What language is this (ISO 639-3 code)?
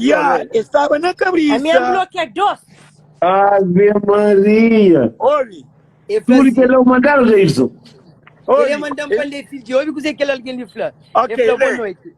kea